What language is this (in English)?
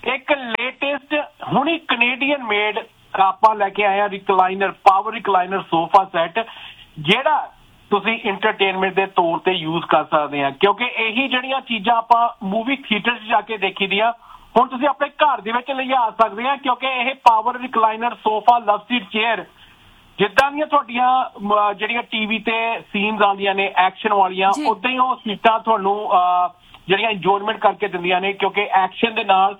Punjabi